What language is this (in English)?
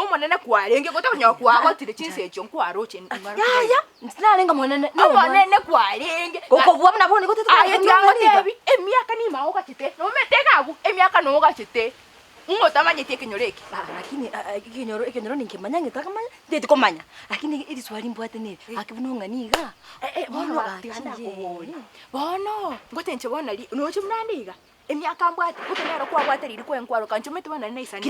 Gusii